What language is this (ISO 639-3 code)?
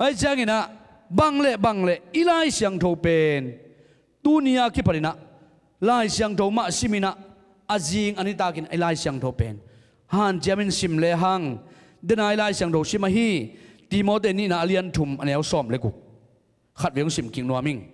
ctd